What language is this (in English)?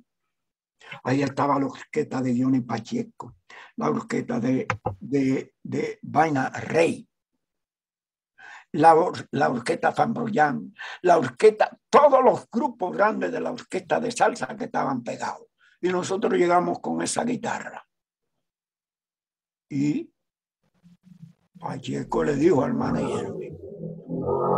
Spanish